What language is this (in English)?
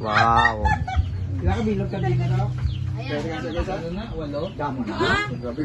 Hiligaynon